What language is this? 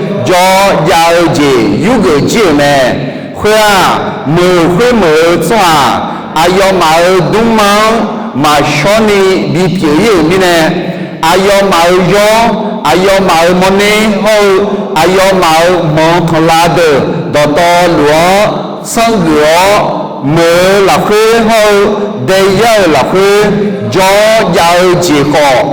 Akha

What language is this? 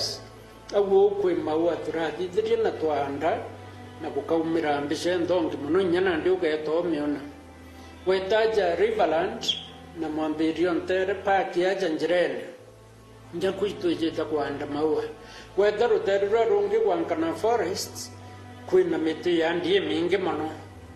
Meru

